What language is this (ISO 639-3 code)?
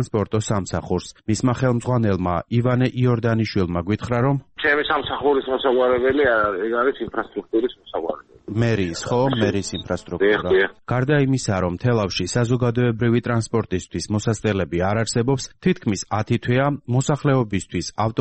kat